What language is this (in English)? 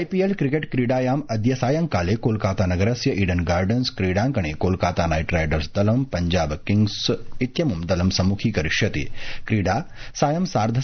Sanskrit